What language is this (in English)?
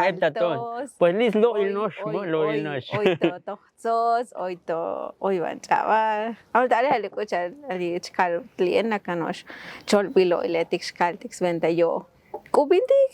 Tzotzil